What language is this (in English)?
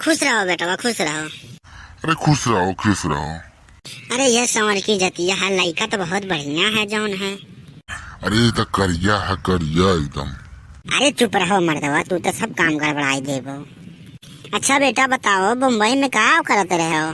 Awadhi